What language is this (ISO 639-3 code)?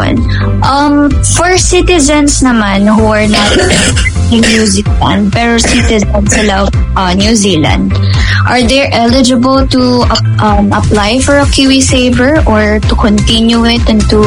fil